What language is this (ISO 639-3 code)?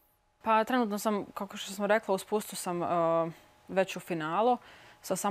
bos